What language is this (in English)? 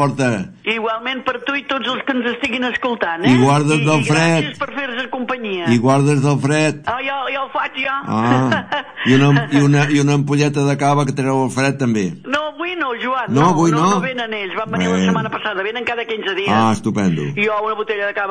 Catalan